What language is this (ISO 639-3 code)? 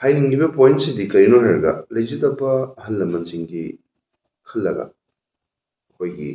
mni